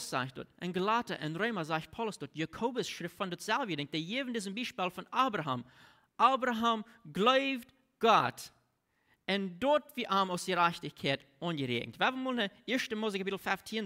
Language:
Plautdietsch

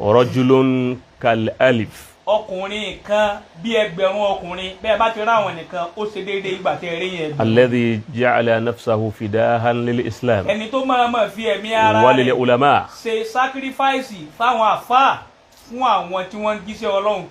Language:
Yoruba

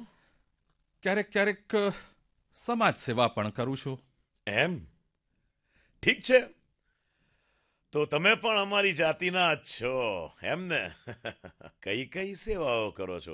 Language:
Gujarati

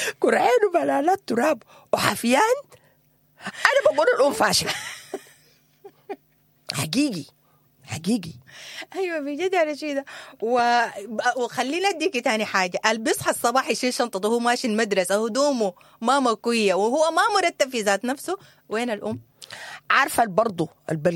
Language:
Sudanese Arabic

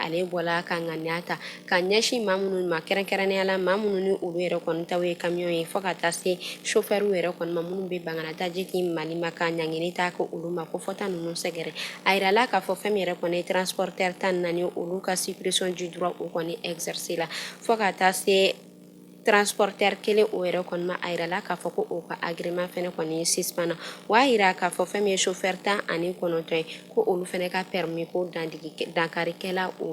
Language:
Bambara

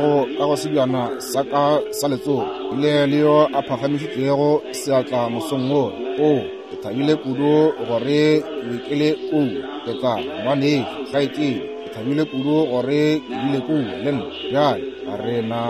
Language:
Northern Sotho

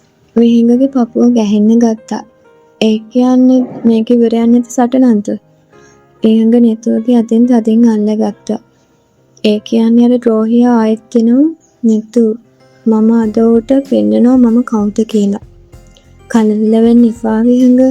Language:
Sinhala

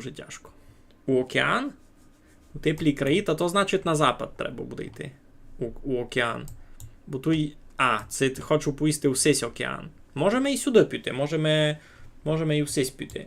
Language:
Rusyn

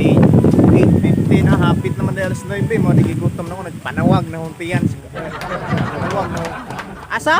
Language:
Cebuano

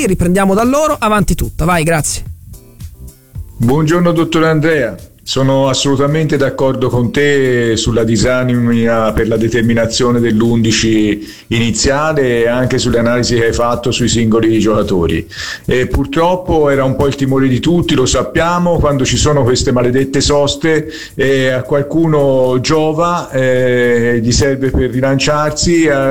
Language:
Italian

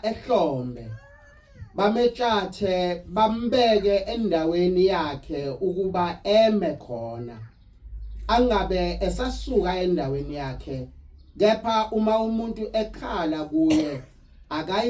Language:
Zulu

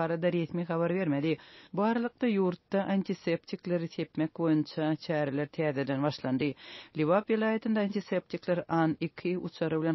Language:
Turkmen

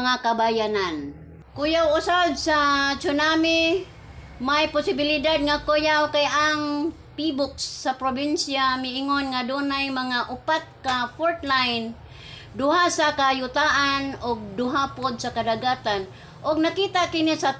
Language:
Cebuano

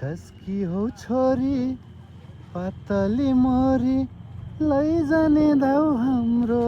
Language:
Nepali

